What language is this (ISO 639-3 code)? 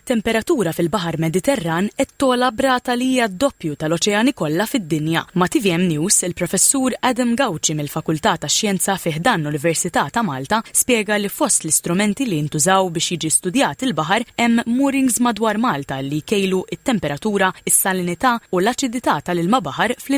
mlt